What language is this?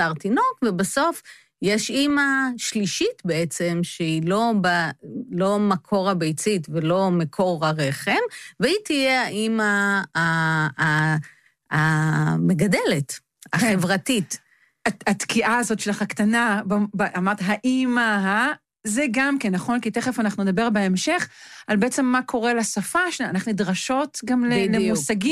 Hebrew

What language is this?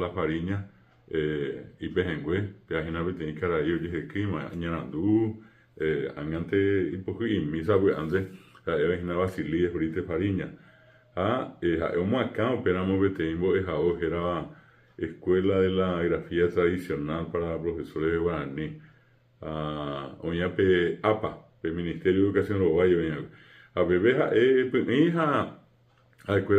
Guarani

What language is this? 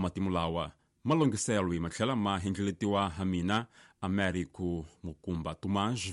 Tsonga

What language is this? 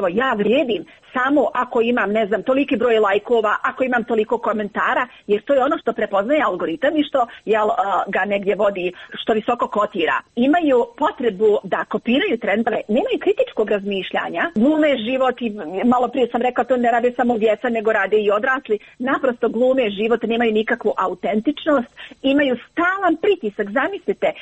Croatian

